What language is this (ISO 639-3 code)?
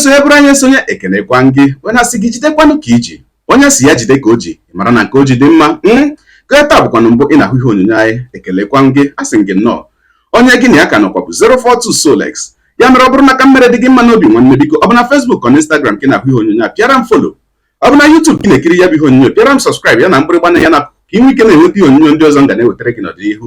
ibo